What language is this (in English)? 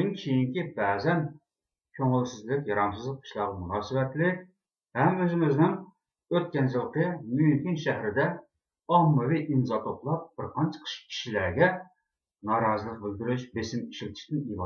Uyghur